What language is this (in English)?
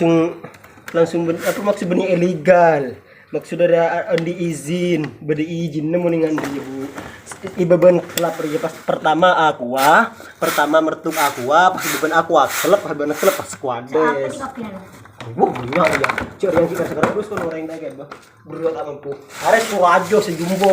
Madurese